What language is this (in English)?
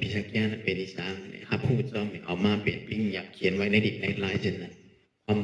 Shan